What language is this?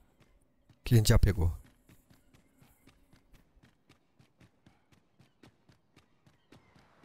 Portuguese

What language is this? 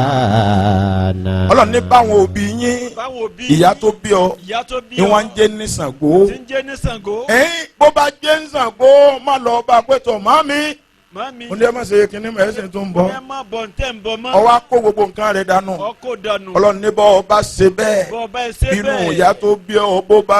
Yoruba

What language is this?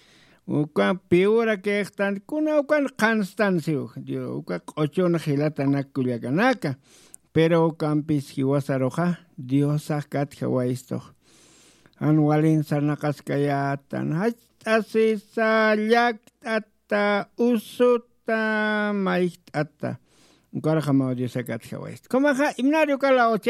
Aymara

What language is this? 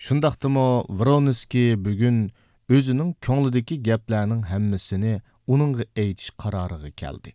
Uyghur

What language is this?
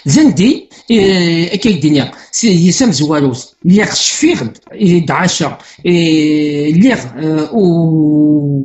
Kabyle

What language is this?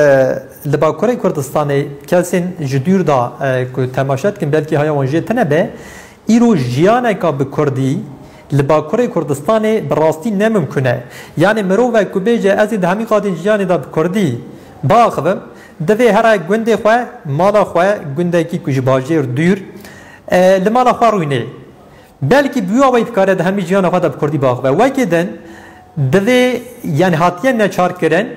Kurdish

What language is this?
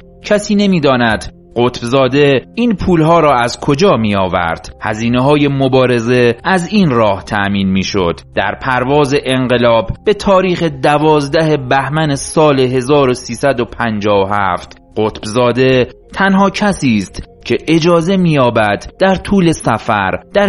Persian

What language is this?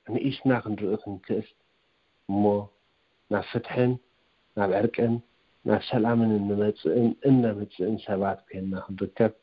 Tigrinya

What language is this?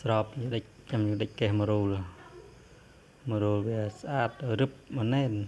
Khmer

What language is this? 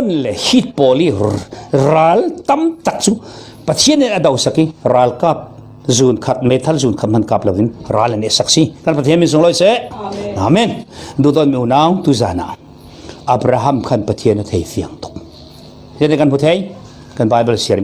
Falam Chin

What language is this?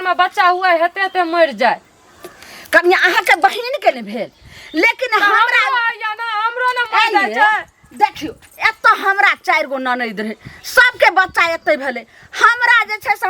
Maithili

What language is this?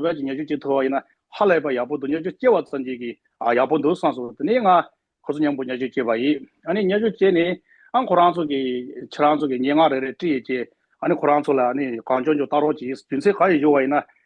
Tibetan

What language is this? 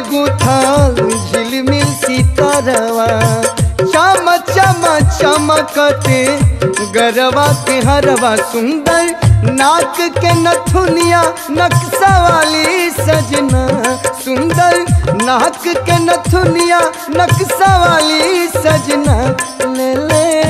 Bhojpuri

